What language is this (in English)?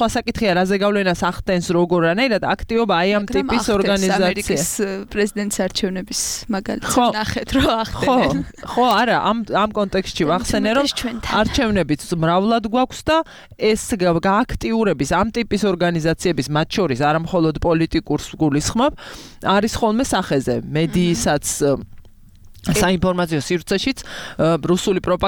Georgian